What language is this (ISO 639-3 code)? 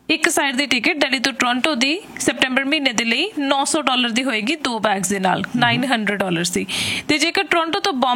pan